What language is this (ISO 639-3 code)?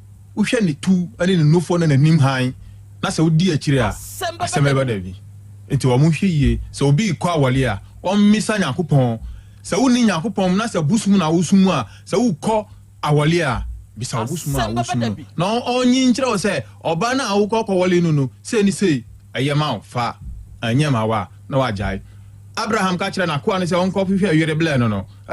aka